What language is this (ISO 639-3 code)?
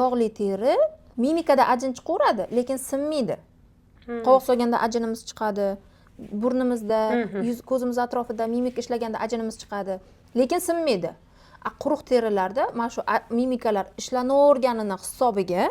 uzb